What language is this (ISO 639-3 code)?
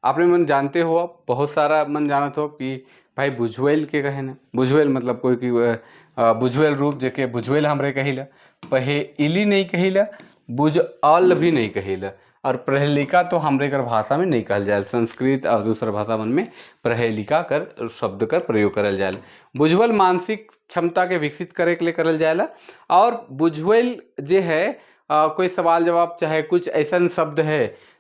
sck